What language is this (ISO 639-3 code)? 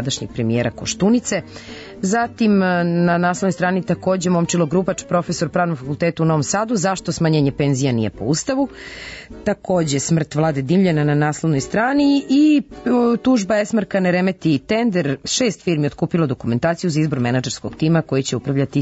srp